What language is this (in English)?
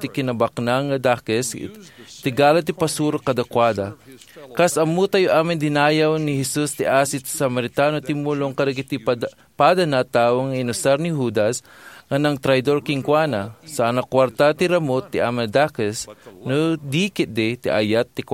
Iloko